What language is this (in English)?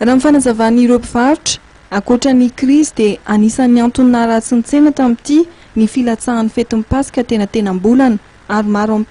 Malagasy